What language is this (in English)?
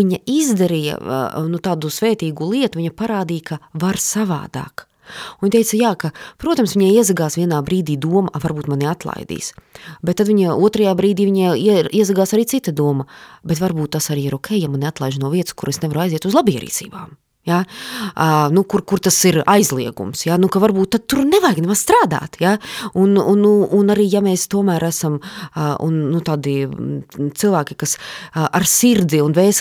Latvian